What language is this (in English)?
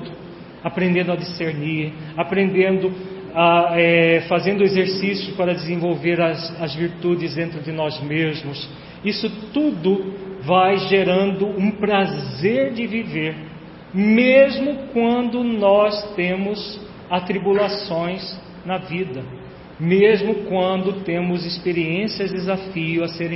Portuguese